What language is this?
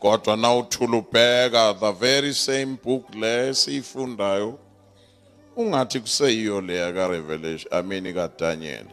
Zulu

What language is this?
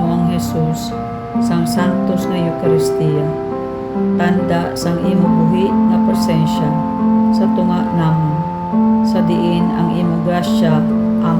Hiligaynon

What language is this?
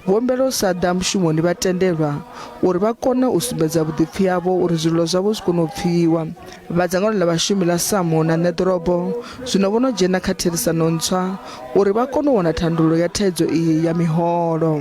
Venda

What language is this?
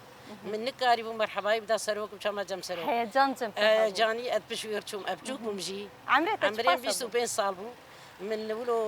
Kurdish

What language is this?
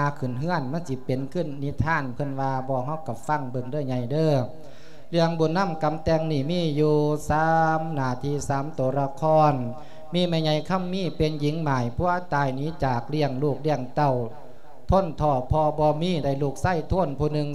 Lao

